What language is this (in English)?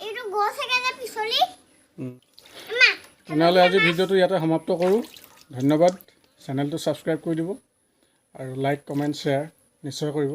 Assamese